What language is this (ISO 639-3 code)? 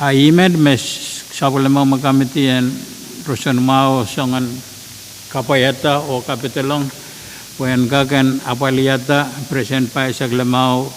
pon